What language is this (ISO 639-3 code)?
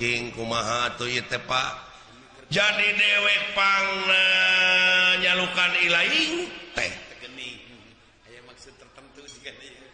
sun